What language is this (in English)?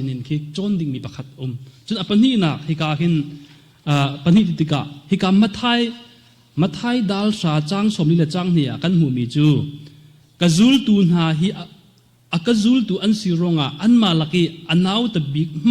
Hakha Chin